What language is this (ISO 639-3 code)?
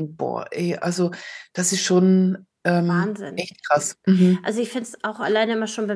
deu